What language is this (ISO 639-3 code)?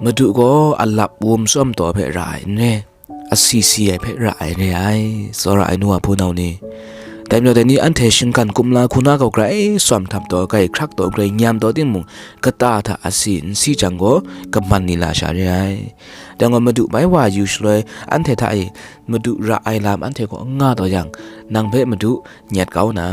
kac